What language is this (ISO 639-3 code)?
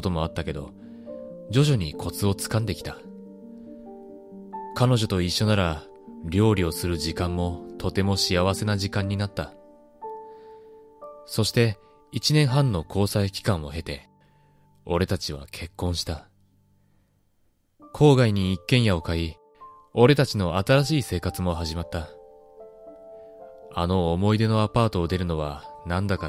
jpn